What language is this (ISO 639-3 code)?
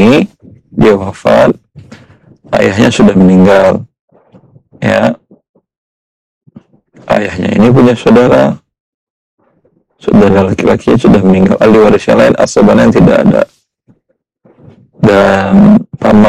ind